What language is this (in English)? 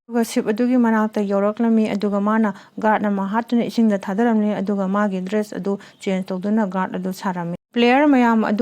Manipuri